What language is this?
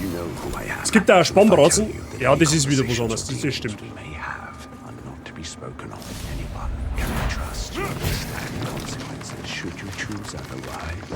Bavarian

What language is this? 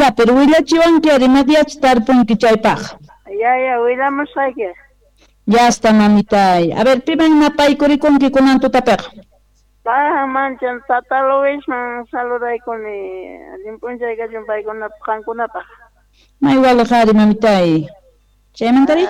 South Bolivian Quechua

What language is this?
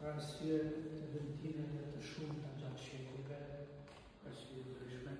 Albanian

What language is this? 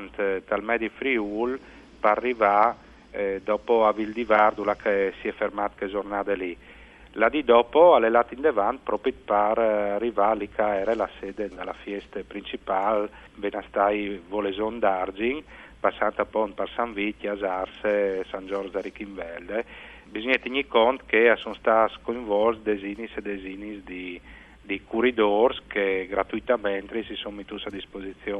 Friulian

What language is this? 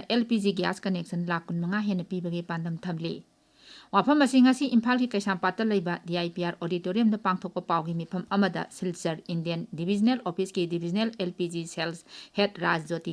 Manipuri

